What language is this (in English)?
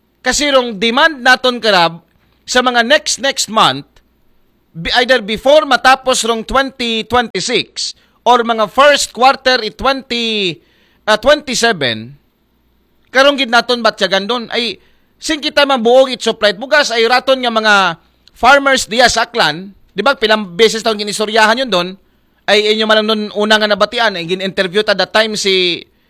Aklanon